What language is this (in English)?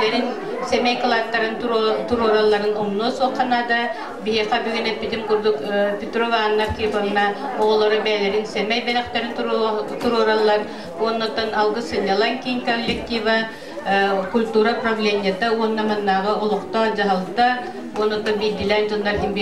Yakut